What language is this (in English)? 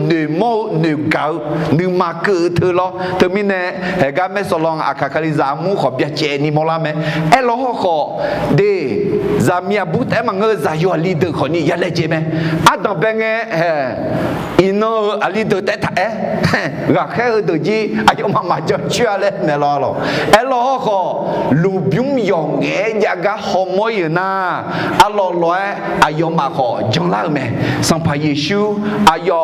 Akha